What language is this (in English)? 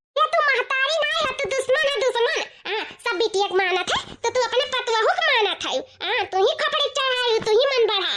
Awadhi